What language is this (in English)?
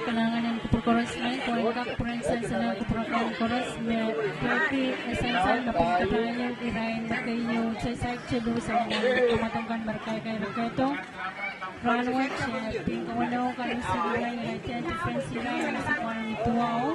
Pohnpeian